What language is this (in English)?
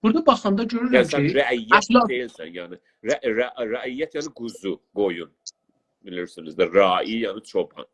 South Azerbaijani